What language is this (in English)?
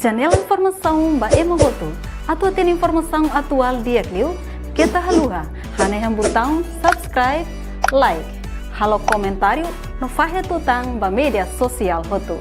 Tetum